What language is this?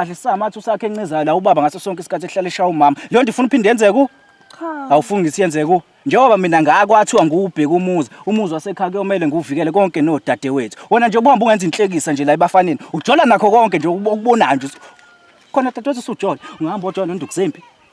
Zulu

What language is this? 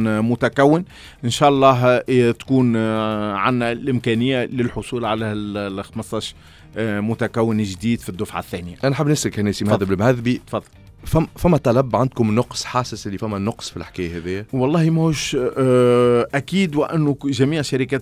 Tunisian Arabic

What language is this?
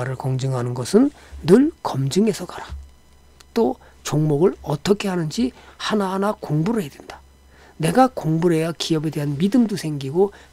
Korean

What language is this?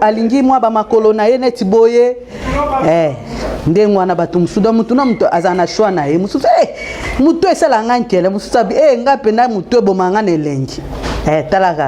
Lingala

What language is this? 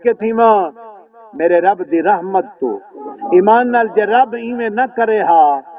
Saraiki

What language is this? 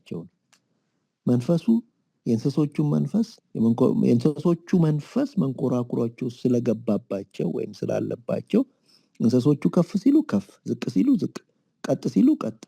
Amharic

